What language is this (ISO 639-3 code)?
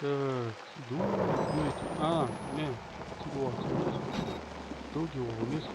che